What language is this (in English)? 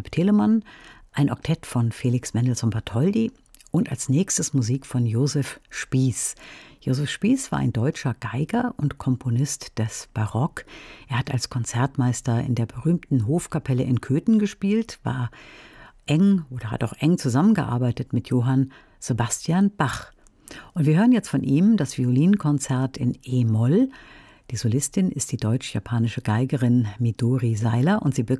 German